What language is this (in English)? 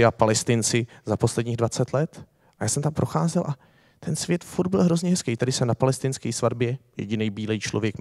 Czech